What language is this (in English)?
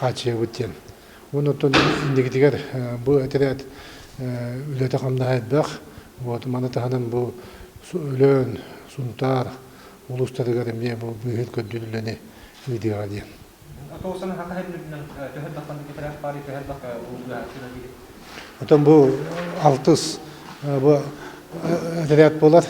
Yakut